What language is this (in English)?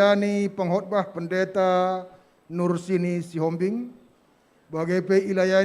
Batak Karo